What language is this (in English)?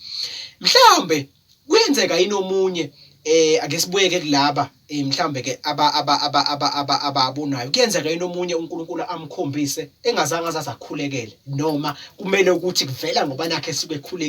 Zulu